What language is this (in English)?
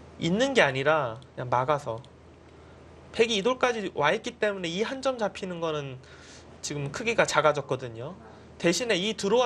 Korean